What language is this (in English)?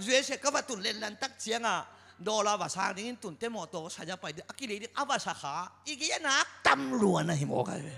Tedim Chin